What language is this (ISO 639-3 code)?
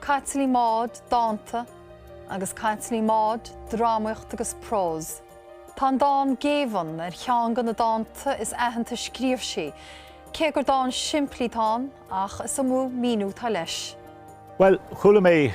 gle